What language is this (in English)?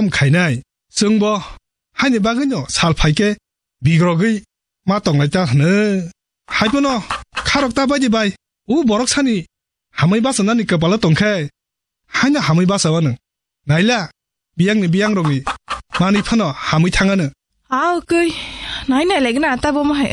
Kok Borok